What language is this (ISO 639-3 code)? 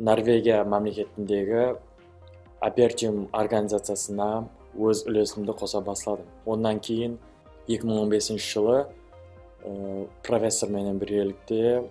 kaa